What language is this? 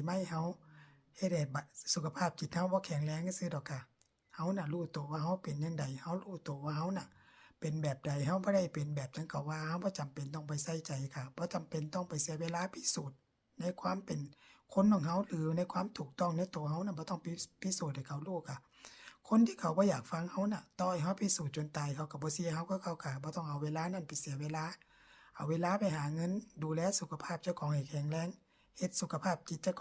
Northeastern Thai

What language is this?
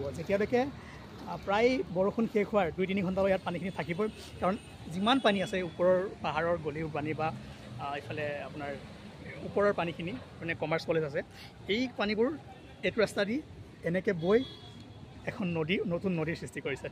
Assamese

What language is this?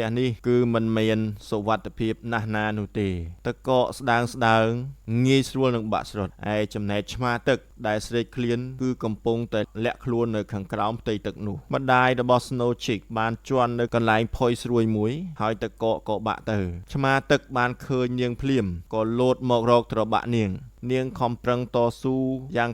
Khmer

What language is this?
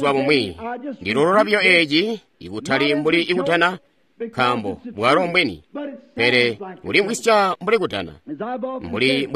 Tonga (Zambia)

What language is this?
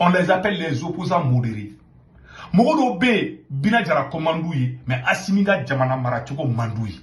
Bambara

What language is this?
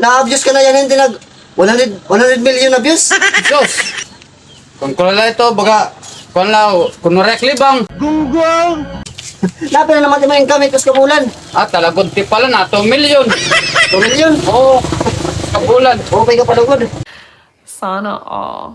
Waray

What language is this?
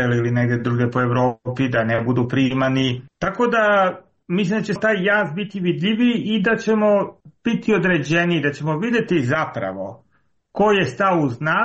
Serbian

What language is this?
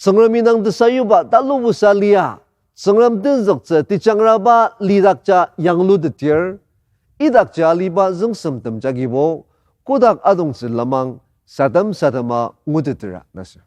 Ao Naga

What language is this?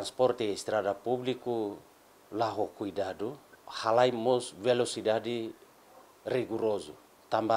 Tetum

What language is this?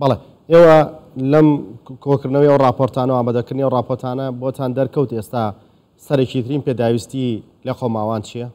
Central Kurdish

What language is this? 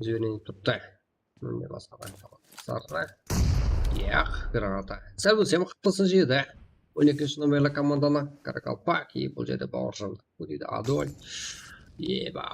Kara-Kalpak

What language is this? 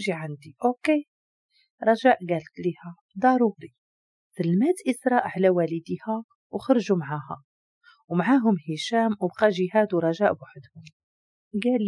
Moroccan Arabic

